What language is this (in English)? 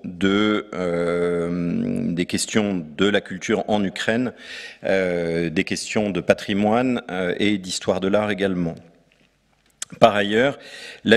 French